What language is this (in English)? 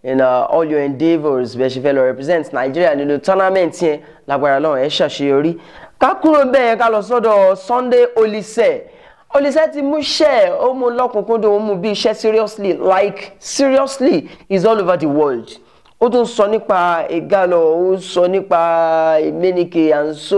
Yoruba